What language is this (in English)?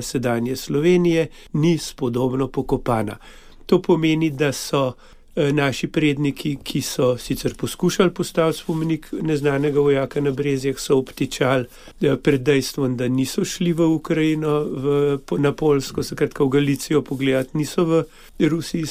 Slovenian